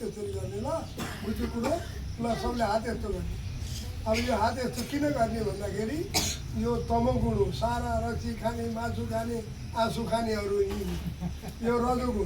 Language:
Nepali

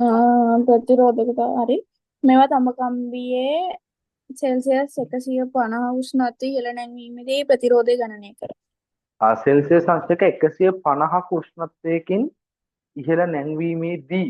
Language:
Sinhala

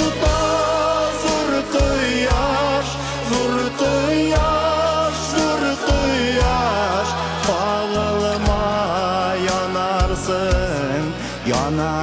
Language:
Bashkir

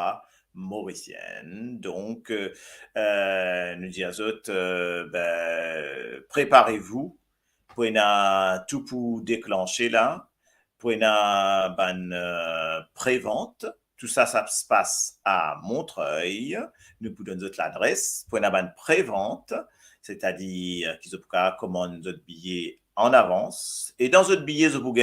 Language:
Morisyen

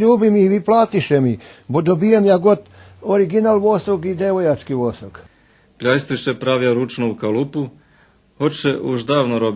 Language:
Rusyn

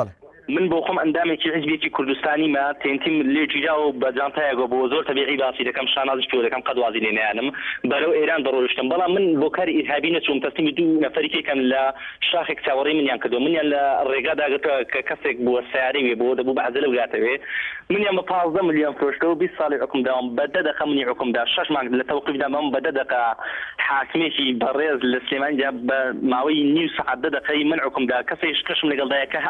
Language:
Central Kurdish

